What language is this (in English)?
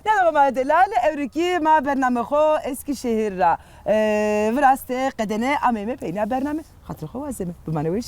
Zaza